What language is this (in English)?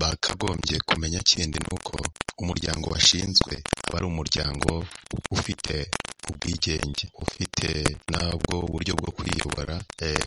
Kinyarwanda